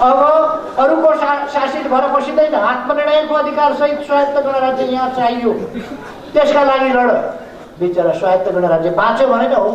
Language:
Nepali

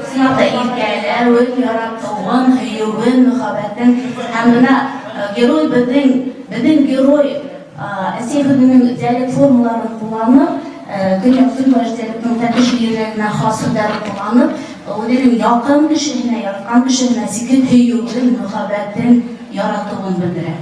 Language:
Bashkir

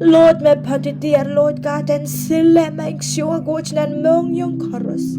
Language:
Pohnpeian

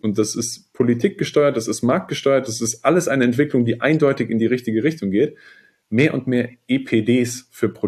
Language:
German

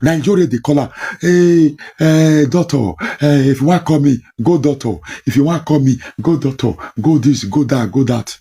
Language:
Nigerian Pidgin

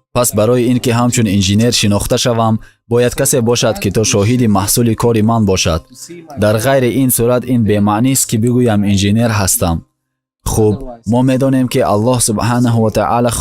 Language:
Tajik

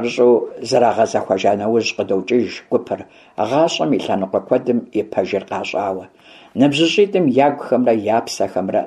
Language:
Kabardian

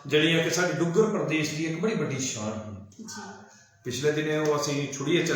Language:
Dogri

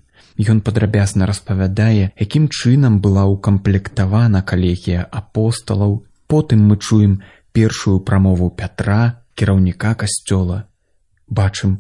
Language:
Belarusian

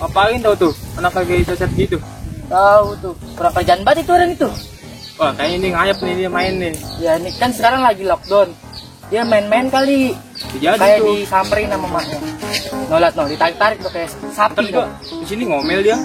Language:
Betawi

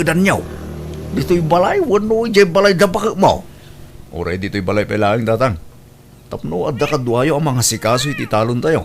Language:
Iloko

